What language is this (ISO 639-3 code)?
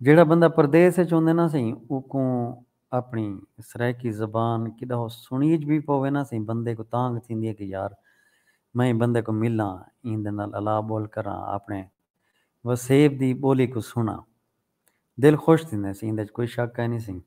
skr